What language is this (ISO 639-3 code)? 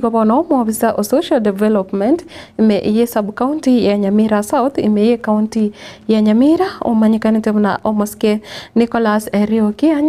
guz